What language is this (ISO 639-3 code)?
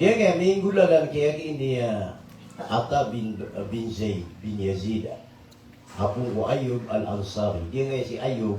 mrw